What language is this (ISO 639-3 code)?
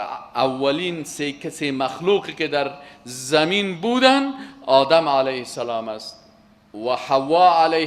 fas